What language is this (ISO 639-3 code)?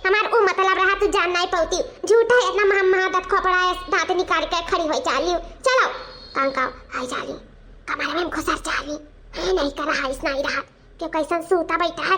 awa